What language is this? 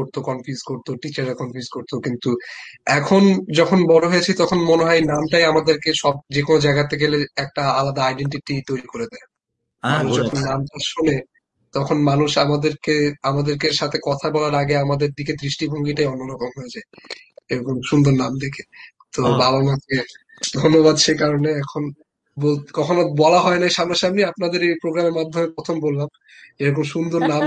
Bangla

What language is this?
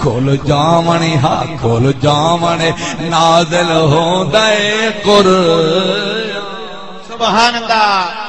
Saraiki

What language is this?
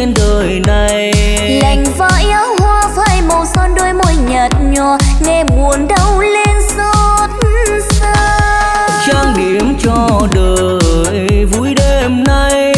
Vietnamese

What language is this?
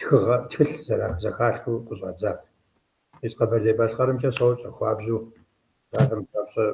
Kabardian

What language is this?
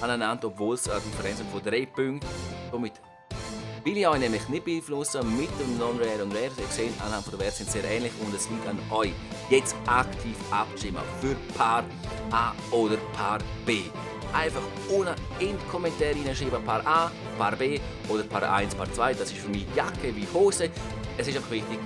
Swiss German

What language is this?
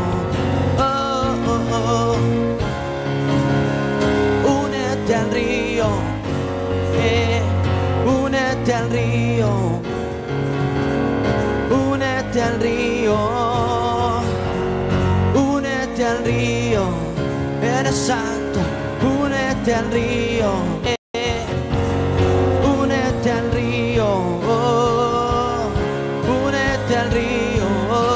Spanish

